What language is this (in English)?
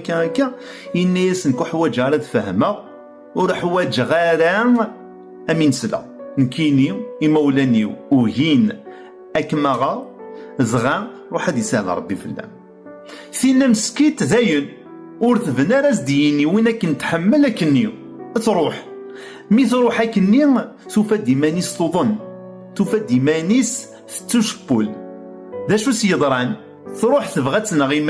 Kabyle